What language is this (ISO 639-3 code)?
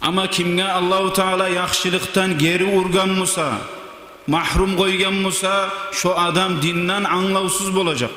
kum